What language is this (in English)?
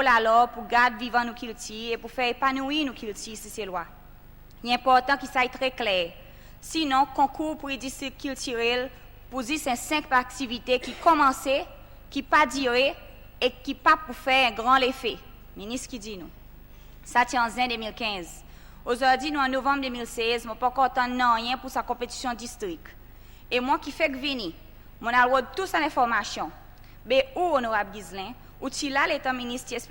Seselwa Creole French